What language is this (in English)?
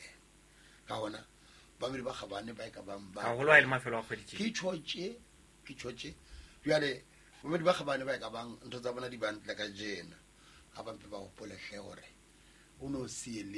Southern Sotho